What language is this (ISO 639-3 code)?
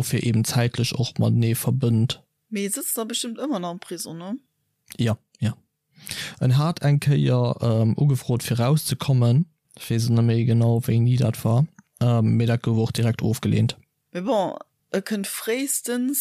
ltz